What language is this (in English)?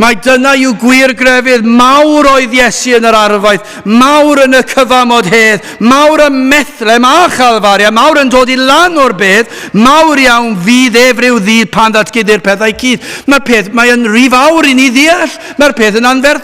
Welsh